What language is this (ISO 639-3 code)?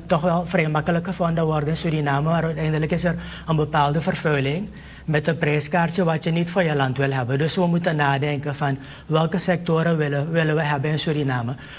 nld